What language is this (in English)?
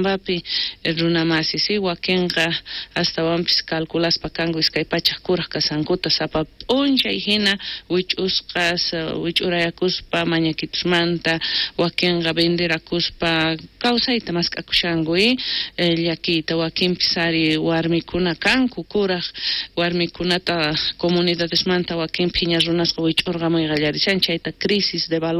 South Bolivian Quechua